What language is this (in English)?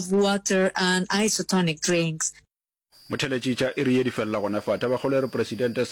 Northern Sotho